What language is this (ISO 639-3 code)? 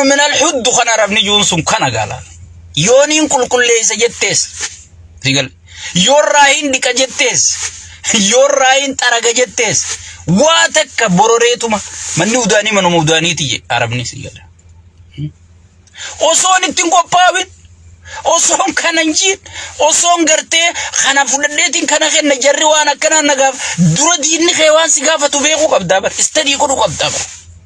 orm